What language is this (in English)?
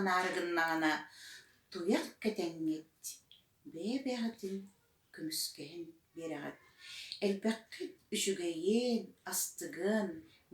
Yakut